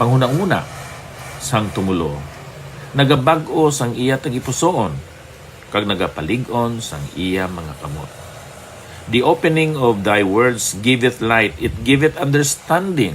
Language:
Hiligaynon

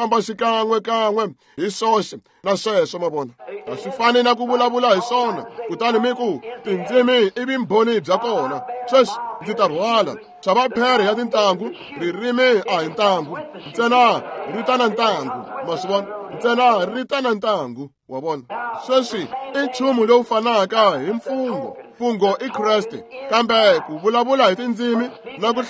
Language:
Tsonga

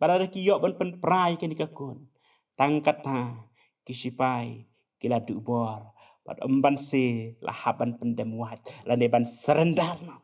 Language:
Khasi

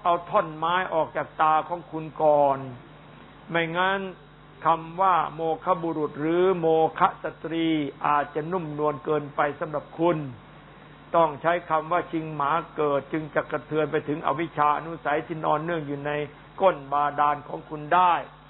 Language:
Thai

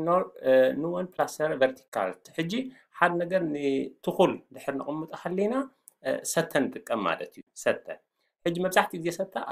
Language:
Tigrinya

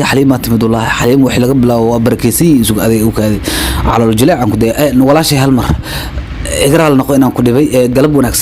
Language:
Somali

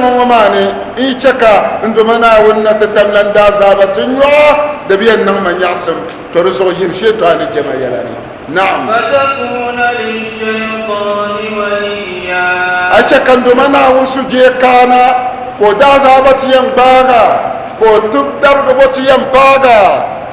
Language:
Dagbani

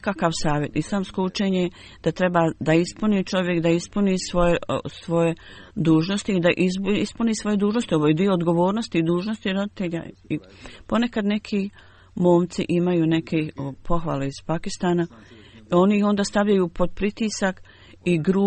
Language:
Bosnian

